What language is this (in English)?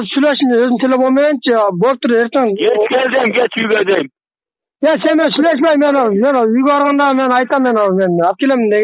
Kyrgyz